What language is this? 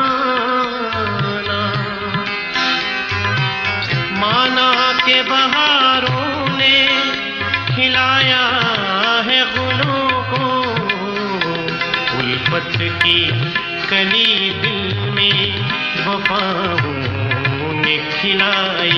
Malayalam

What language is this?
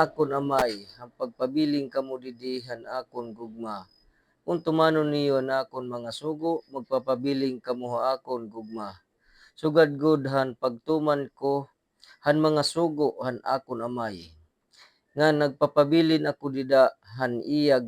Waray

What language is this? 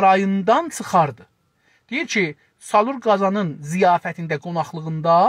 South Azerbaijani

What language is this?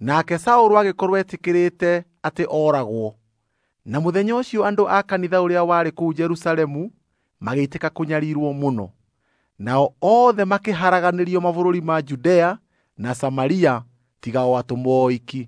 Kikuyu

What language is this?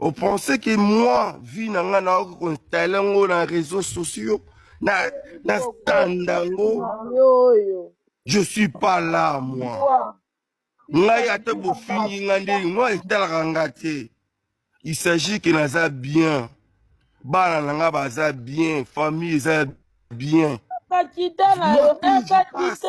Lingala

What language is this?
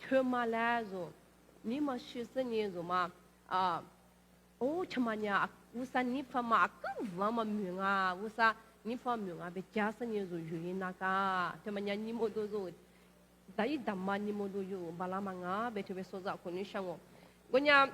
Lisu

